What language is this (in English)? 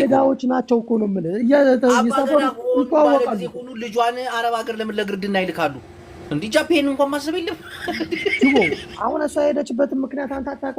Amharic